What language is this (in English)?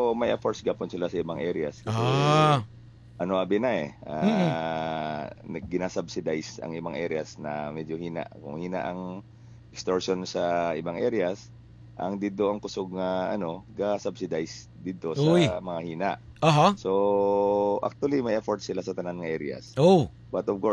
Hiligaynon